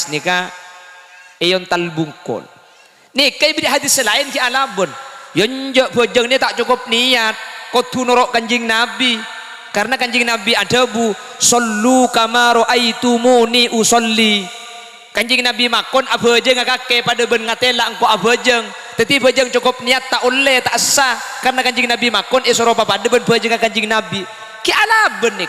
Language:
Madurese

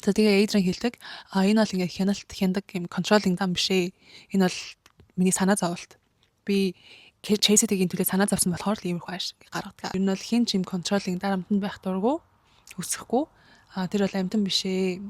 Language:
Mongolian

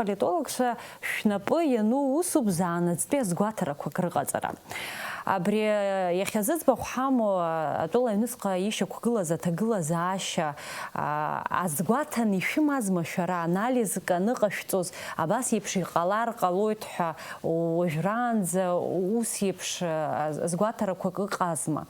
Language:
Abkhazian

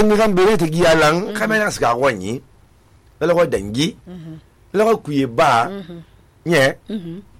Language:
Susu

